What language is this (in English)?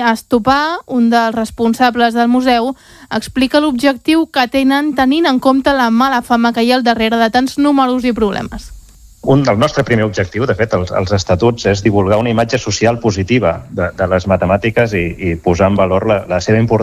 Catalan